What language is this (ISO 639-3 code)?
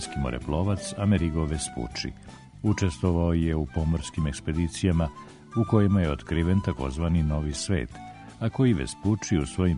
srp